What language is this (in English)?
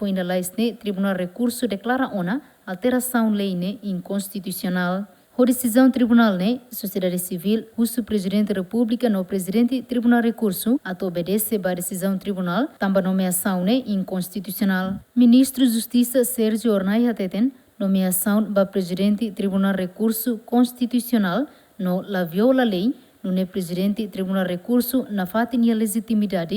Tetum